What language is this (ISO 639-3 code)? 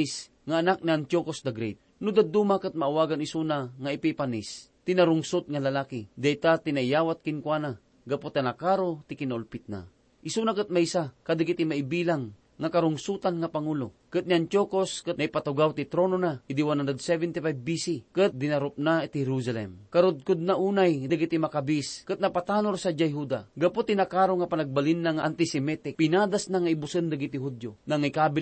ilo